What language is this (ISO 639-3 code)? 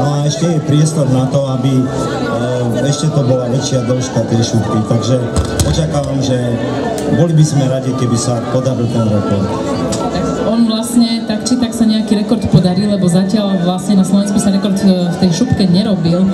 slk